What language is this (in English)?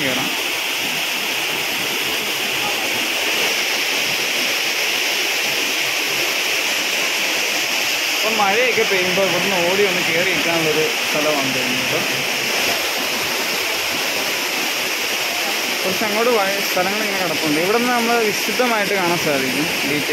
Malayalam